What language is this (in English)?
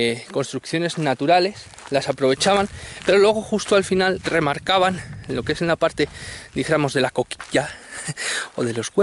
Spanish